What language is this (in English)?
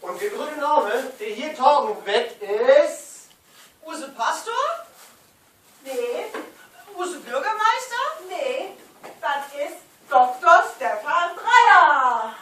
Low German